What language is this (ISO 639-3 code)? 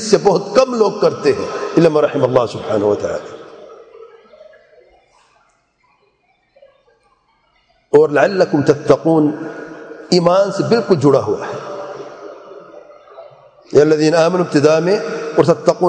urd